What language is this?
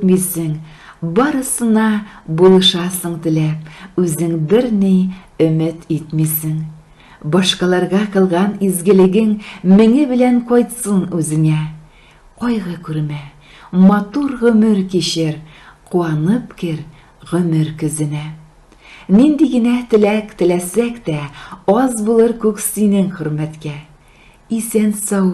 Tatar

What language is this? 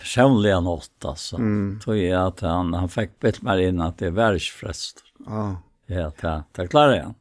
Faroese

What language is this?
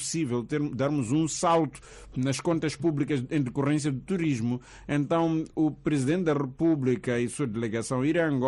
Portuguese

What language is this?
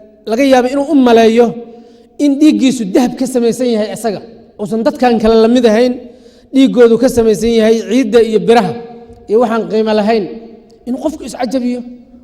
Somali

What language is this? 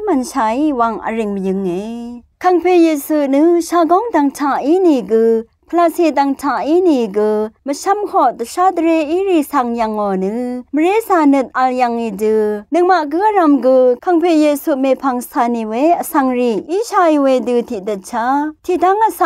Rawang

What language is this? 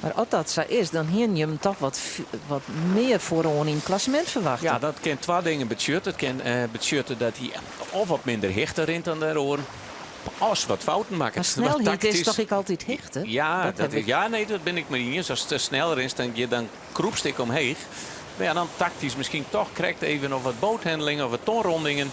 Western Frisian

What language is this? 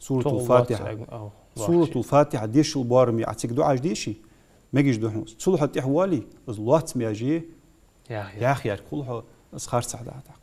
Ingush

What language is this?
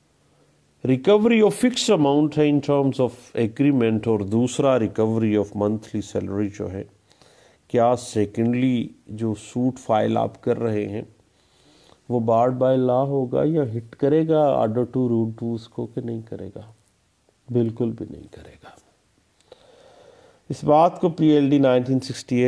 Urdu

